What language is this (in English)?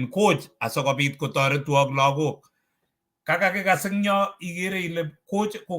Kalenjin